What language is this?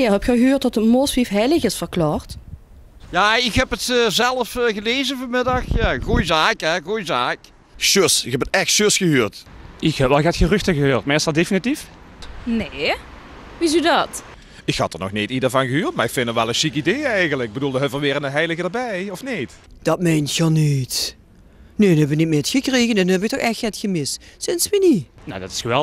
Limburgish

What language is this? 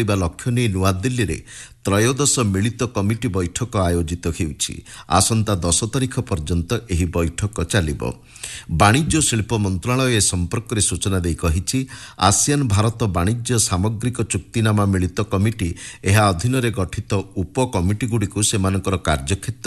Odia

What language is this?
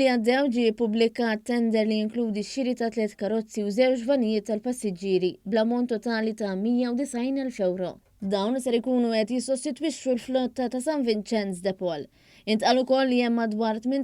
Maltese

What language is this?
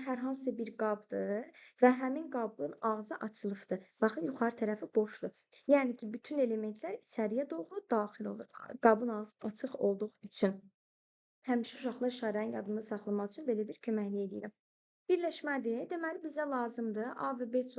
Azerbaijani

